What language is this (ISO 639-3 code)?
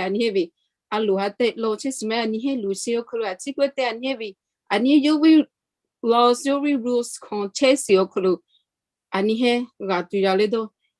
lhu